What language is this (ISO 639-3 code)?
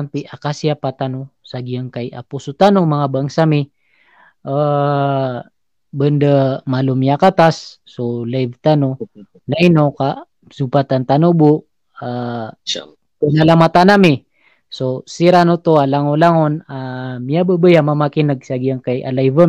mrw